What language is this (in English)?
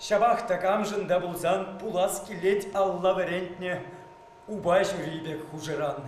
Chuvash